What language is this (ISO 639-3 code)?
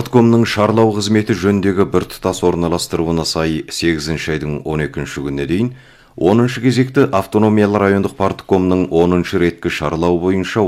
kaz